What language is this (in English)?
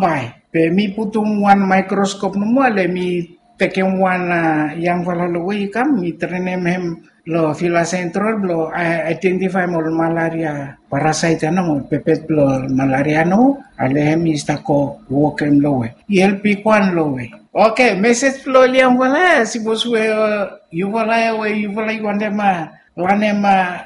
Bislama